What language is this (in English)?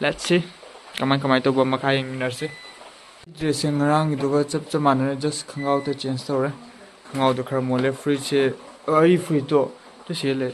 Manipuri